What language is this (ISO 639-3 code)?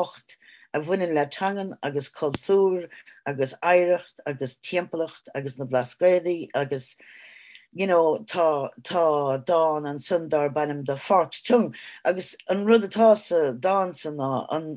gle